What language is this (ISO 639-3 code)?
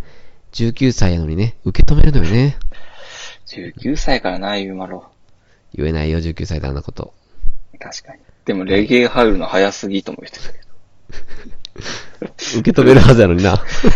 jpn